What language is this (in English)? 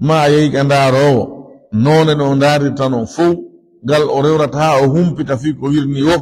Fula